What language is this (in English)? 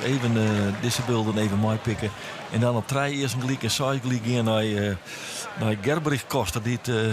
Western Frisian